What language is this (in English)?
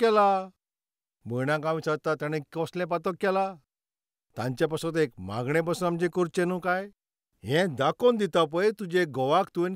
Konkani